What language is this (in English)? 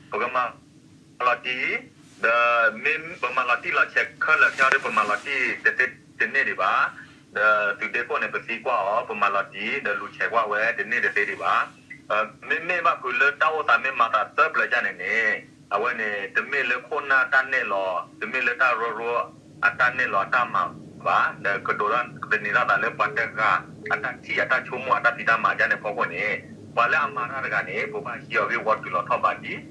S'gaw Karen